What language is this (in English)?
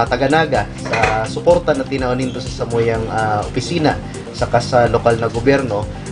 Bikol